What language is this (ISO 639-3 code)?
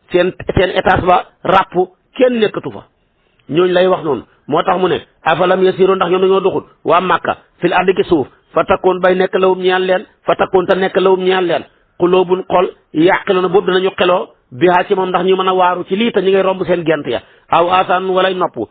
wol